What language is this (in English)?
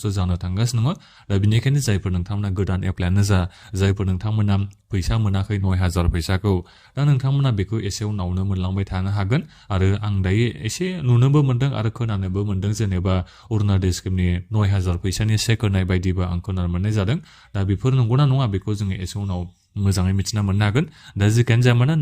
Bodo